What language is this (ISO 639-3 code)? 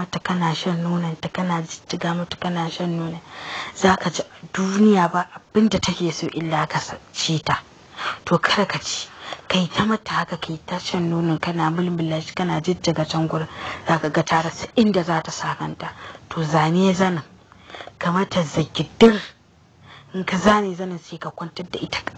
hau